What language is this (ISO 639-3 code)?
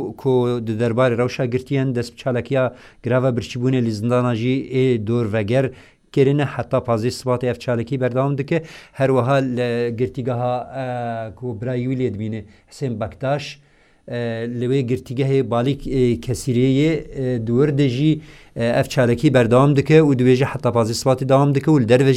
kur